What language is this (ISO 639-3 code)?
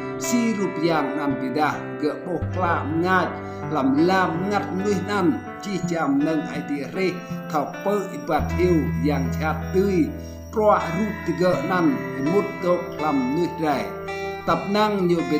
rad